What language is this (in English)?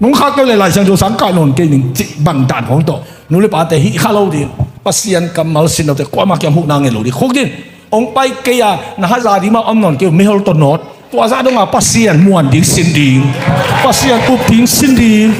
Tedim Chin